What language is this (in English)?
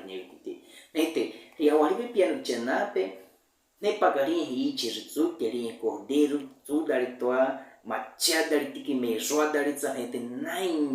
Baniwa